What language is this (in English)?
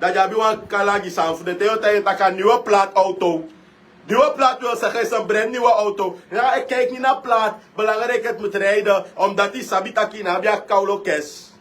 Sranan Tongo